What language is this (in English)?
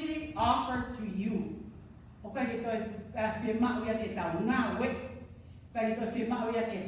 Tongan